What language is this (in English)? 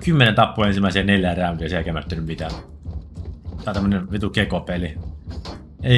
Finnish